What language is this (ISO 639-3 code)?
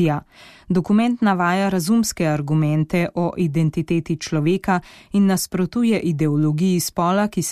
slv